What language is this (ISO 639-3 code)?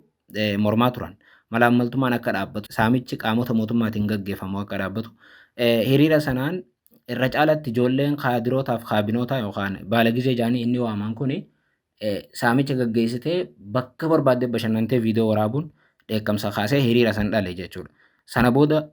orm